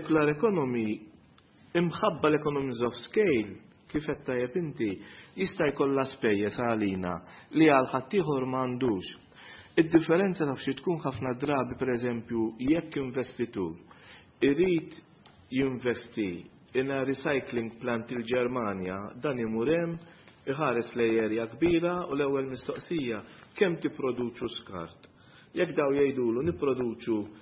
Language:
Maltese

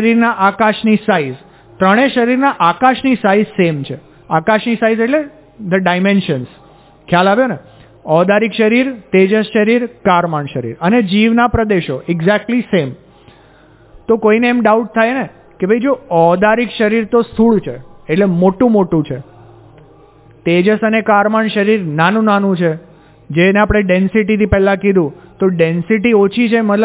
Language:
Gujarati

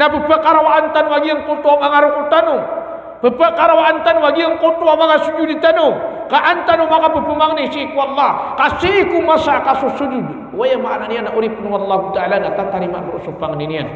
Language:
Maranao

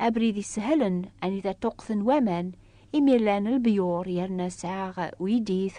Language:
Kabyle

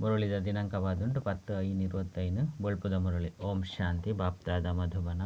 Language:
Tulu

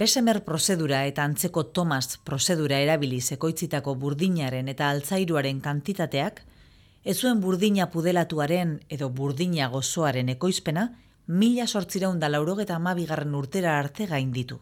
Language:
Basque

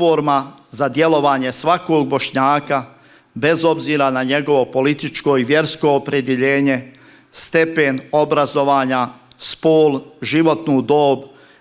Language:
Bosnian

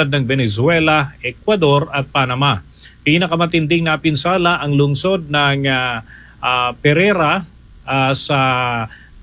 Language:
Filipino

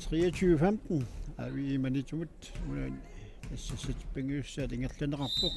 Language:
Kalaallisut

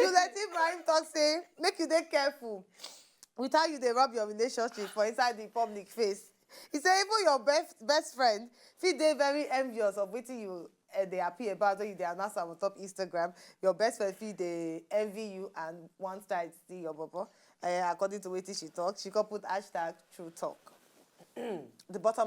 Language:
Nigerian Pidgin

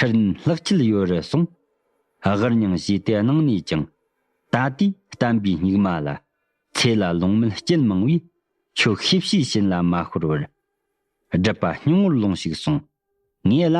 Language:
Tibetan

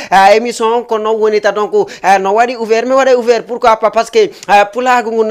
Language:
Fula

